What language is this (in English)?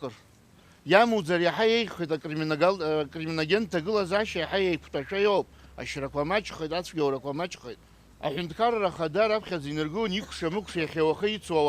Abkhazian